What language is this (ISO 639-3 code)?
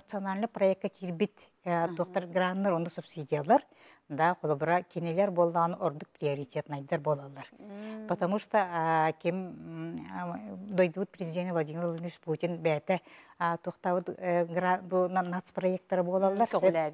sah